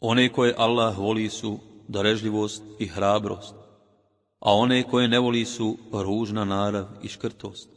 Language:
Bosnian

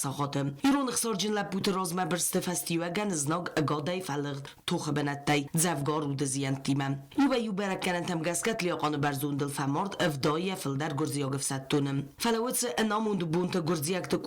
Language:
Ossetic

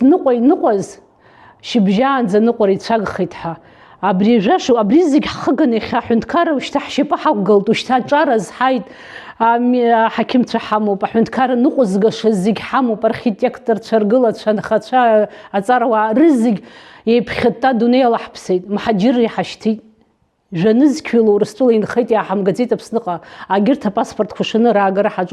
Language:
Abkhazian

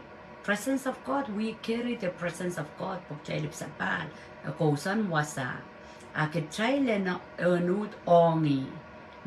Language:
Pohnpeian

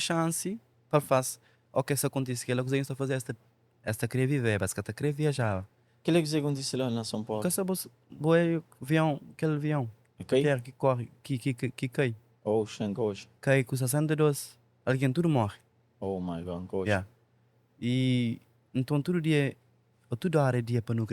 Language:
Kabuverdianu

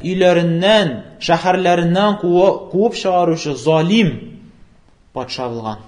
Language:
Tatar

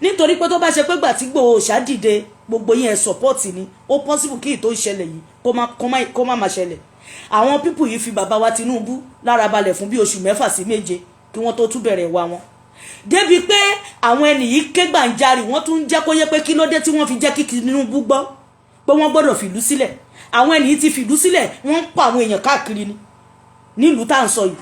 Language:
Yoruba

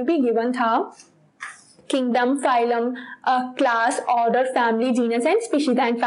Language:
Hindi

